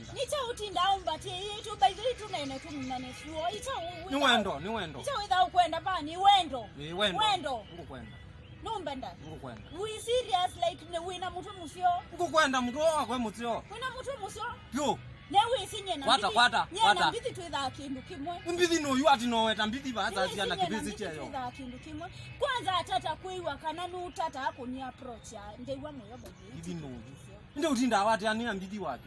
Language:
Kamba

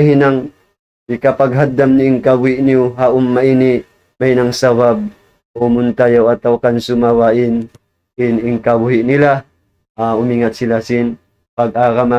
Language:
Tausug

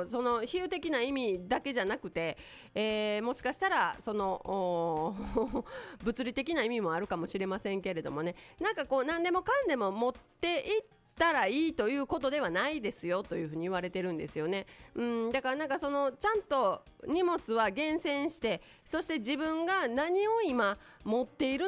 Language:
Japanese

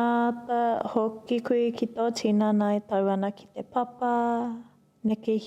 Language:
Māori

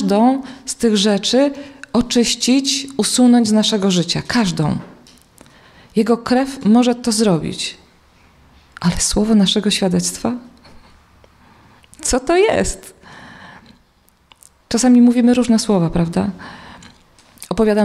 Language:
Polish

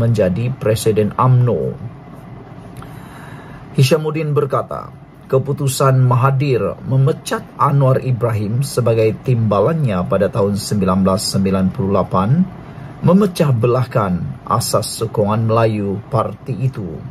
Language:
Malay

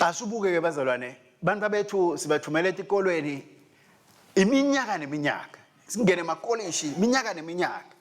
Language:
Swati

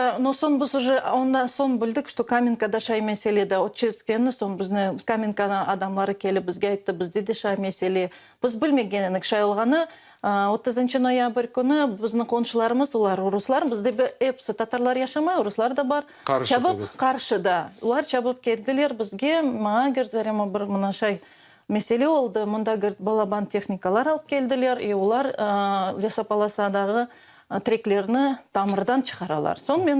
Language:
Crimean Tatar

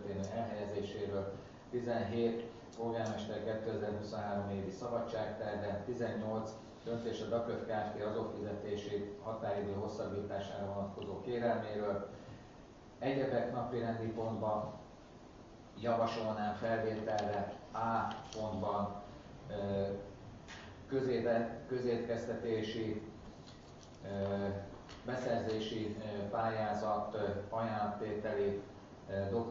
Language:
Hungarian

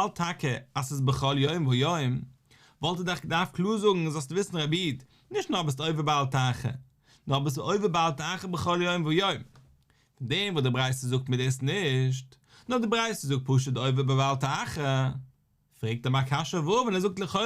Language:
Yiddish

